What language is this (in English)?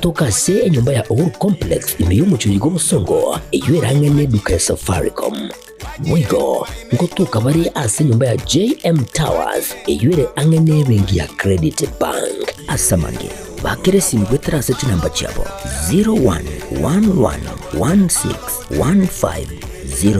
Gusii